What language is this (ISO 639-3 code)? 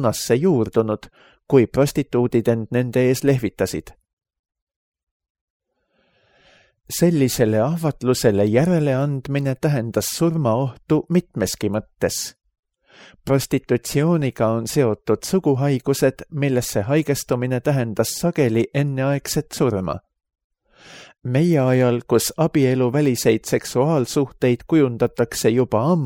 est